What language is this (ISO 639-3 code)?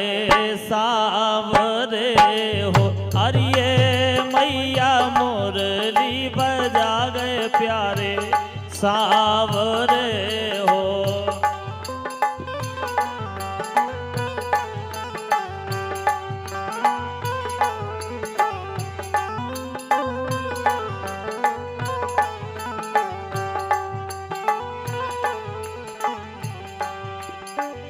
bho